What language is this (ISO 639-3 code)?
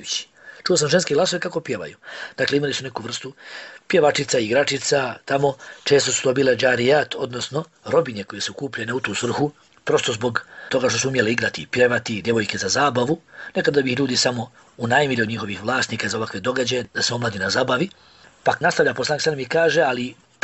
bos